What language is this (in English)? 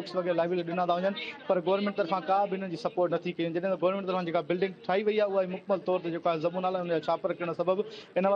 Sindhi